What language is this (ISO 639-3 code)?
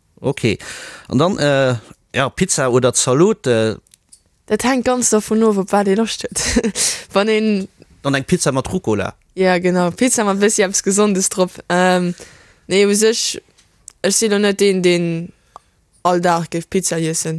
ltz